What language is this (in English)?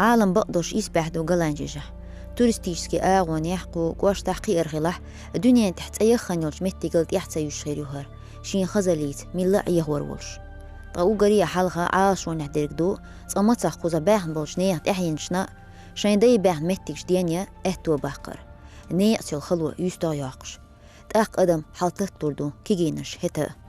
Chechen